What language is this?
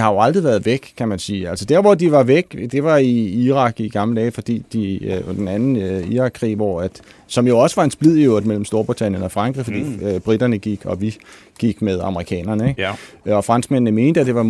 Danish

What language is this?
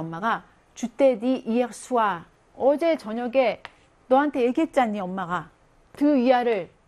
Korean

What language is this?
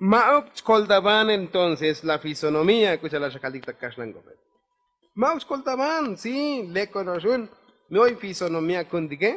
Tzotzil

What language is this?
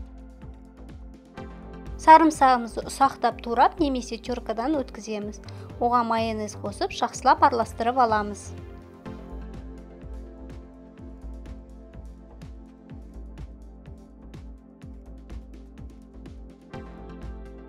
Kazakh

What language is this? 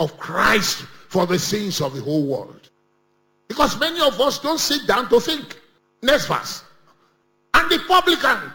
English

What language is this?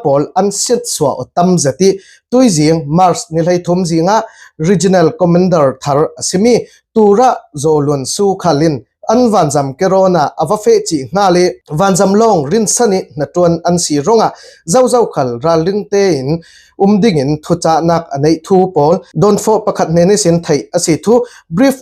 Falam Chin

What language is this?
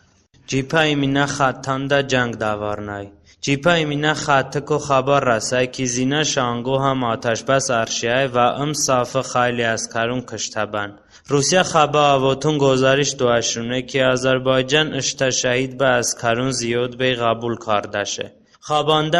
Talysh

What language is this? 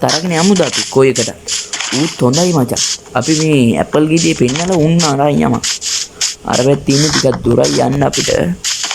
Sinhala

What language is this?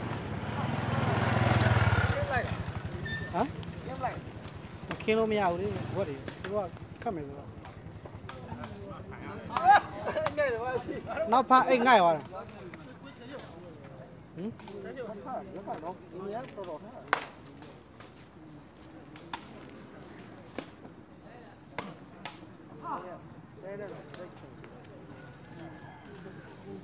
Burmese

